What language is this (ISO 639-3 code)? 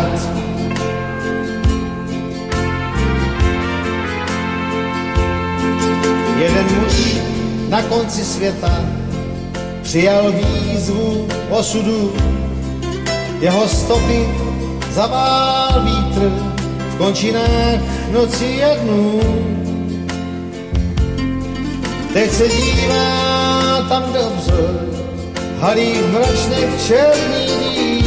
ces